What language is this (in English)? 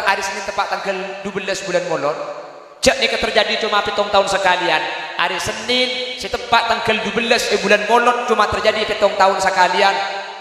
Madurese